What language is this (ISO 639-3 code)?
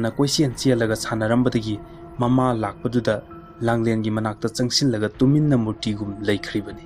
mni